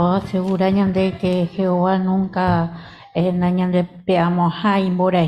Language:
Guarani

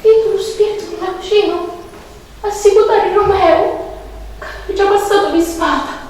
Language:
Sicilian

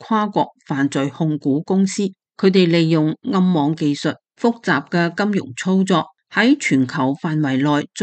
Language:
Cantonese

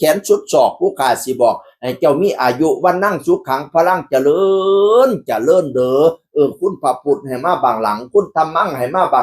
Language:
Northeastern Thai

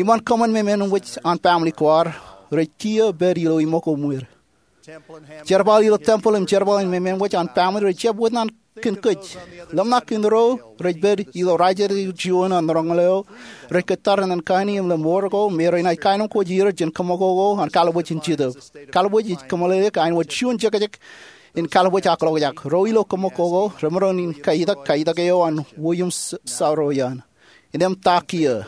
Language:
Marshallese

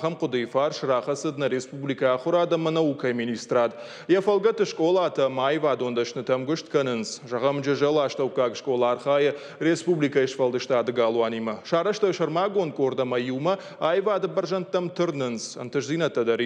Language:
Ossetic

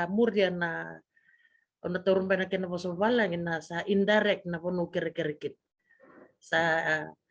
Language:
Fijian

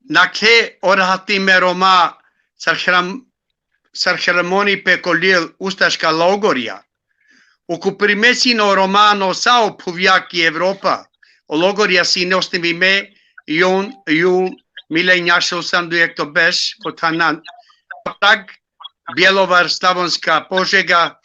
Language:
Balkan Romani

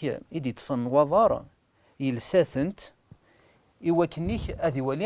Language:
Kabyle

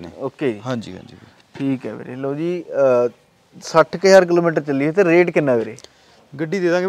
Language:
Punjabi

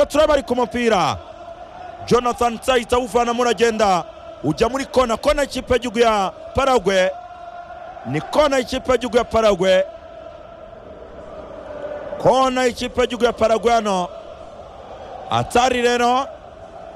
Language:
Kinyarwanda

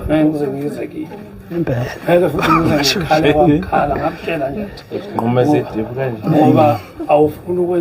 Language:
Zulu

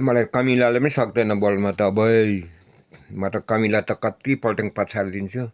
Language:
Nepali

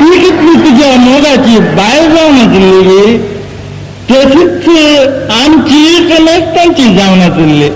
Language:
Konkani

